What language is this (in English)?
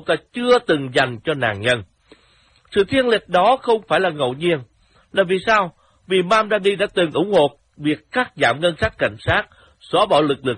Vietnamese